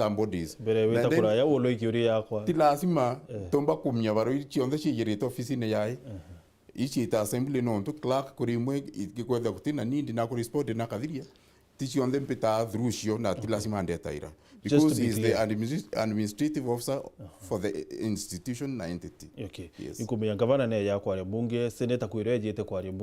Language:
Meru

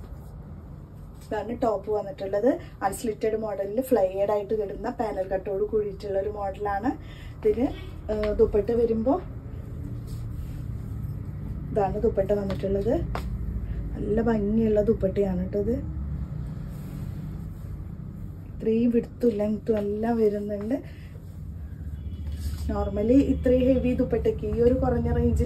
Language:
Malayalam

